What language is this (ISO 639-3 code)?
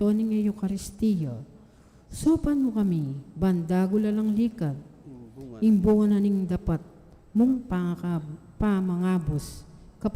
pam